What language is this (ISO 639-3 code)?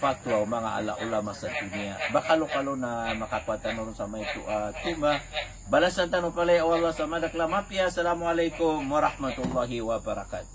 mrw